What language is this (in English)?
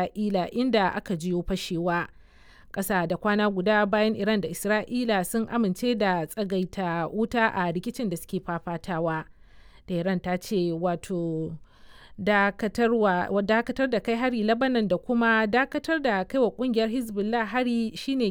Hausa